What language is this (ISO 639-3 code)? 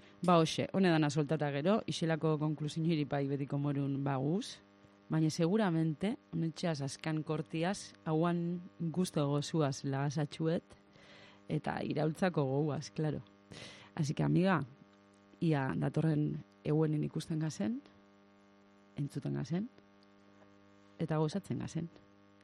eus